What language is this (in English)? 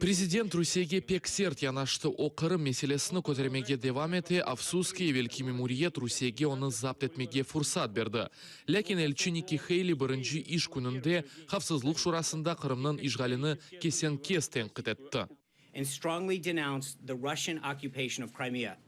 Crimean Tatar